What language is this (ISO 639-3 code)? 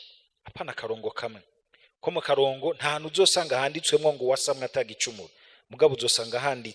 run